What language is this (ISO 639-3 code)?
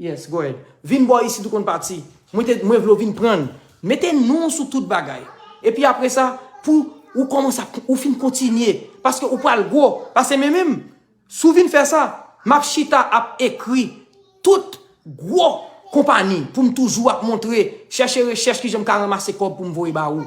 hat